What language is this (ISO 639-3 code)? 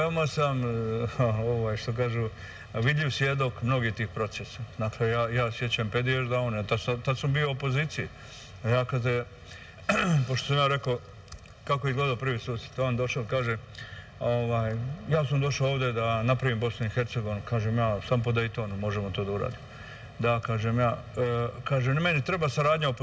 srp